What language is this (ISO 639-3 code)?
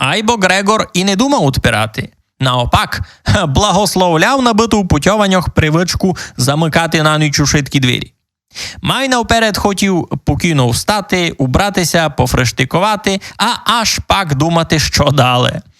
rue